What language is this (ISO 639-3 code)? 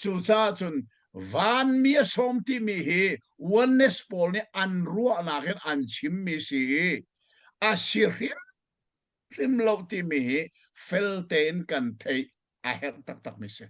cnh